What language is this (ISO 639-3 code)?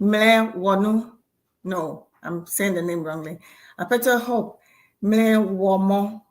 ewe